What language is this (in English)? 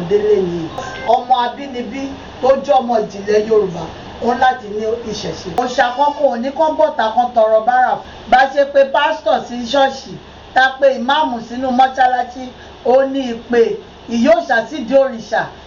Yoruba